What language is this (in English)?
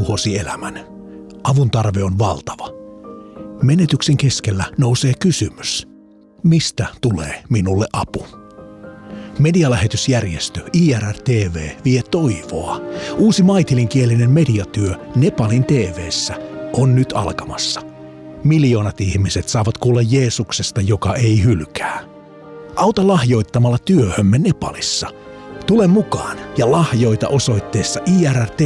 Finnish